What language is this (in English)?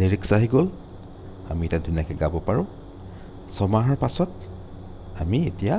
Assamese